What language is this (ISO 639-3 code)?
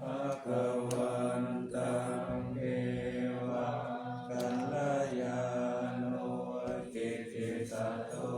pli